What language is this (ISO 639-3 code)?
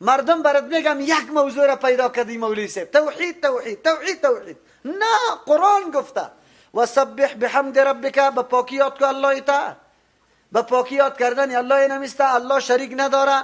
fas